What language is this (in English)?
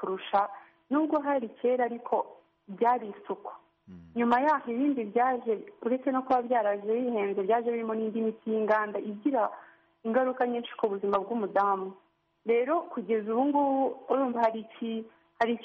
Kinyarwanda